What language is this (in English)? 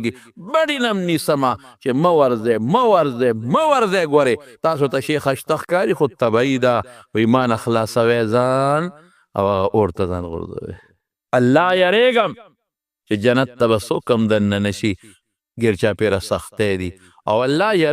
Pashto